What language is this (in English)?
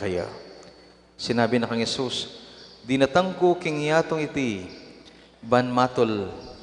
Pampanga